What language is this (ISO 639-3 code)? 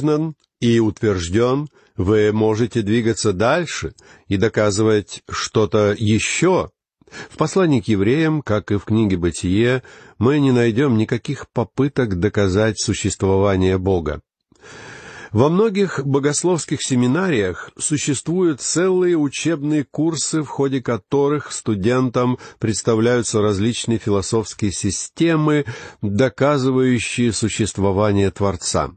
rus